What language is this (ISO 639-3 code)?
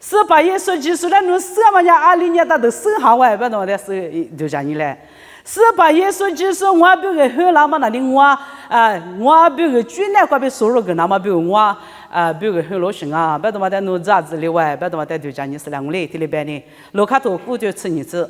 lis